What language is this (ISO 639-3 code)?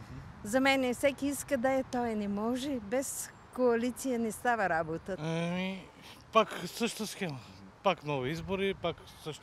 bul